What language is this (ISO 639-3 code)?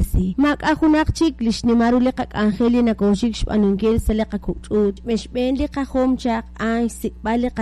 kek